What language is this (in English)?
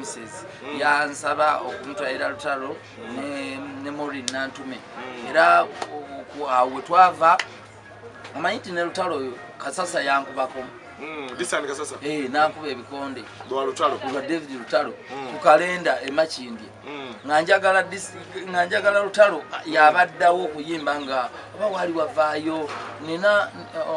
Ganda